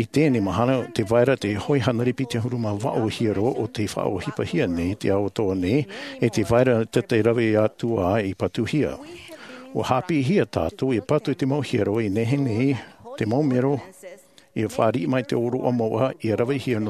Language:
Tahitian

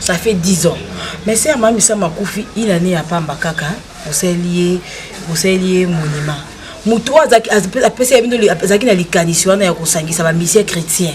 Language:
Lingala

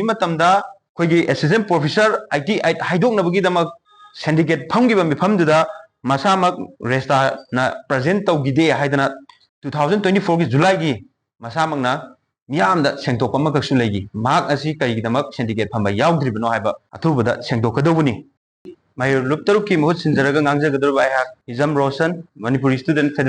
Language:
Manipuri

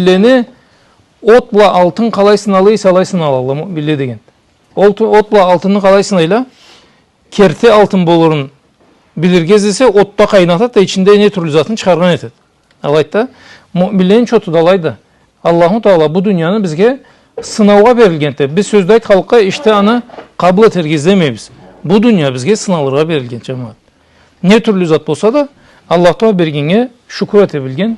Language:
Karachay-Balkar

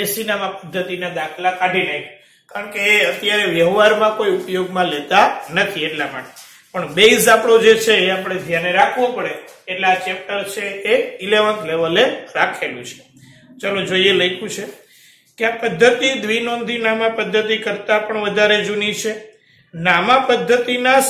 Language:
Gujarati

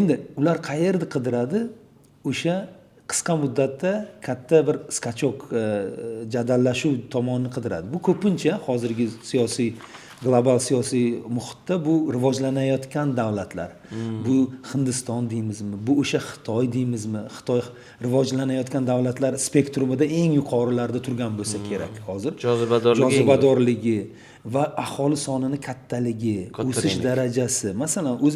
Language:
Uzbek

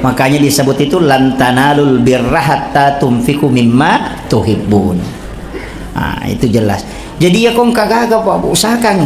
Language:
Buginese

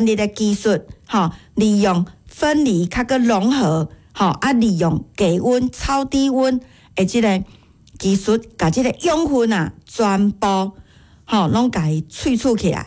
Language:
Min Nan Chinese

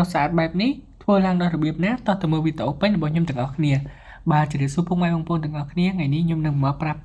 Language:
Khmer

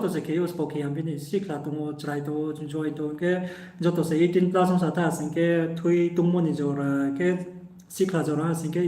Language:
Riang (India)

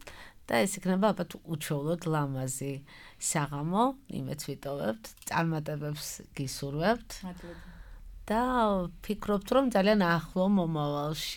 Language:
Georgian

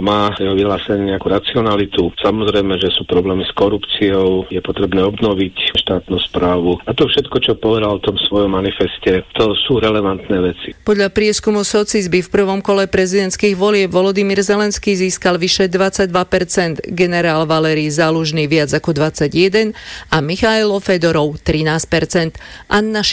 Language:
Slovak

